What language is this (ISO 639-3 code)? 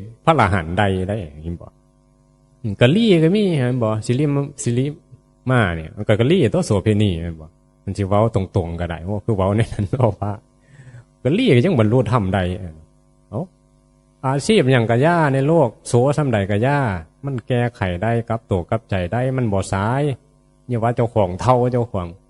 tts